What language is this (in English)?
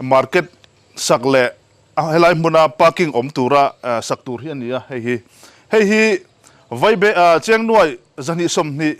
Mizo